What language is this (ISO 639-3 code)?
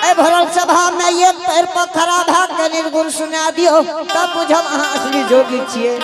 anp